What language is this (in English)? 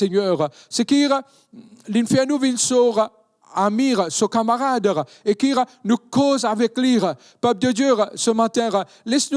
Morisyen